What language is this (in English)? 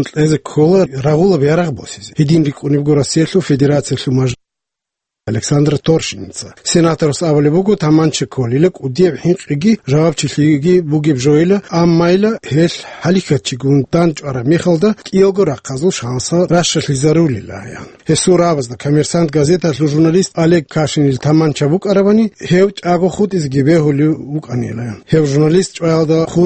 Avaric